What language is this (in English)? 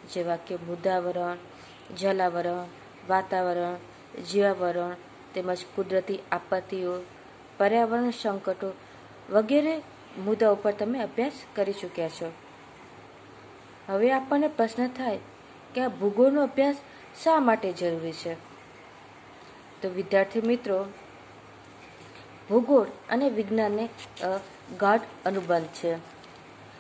Gujarati